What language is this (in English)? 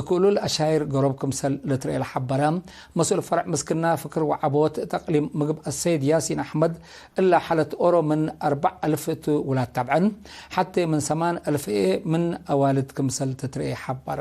Tigre